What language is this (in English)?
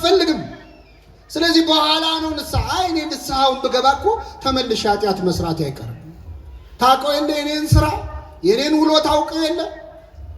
Amharic